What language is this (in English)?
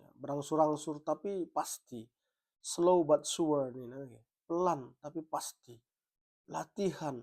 Batak Karo